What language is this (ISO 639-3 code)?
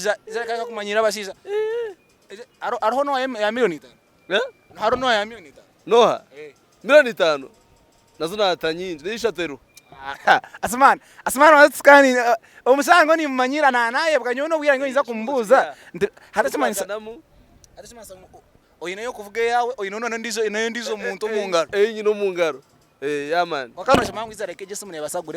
nyn